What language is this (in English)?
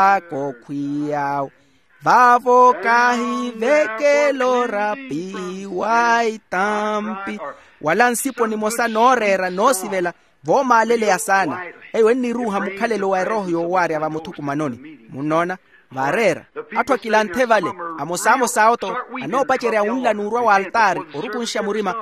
Makhuwa